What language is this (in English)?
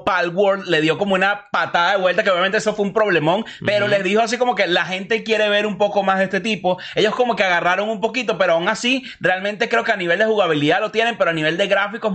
Spanish